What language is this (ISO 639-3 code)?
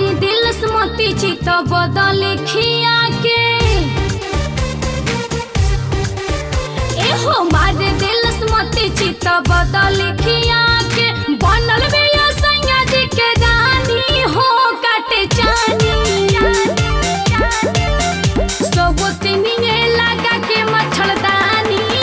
bho